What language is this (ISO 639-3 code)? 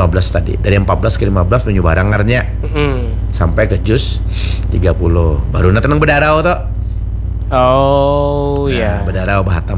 bjn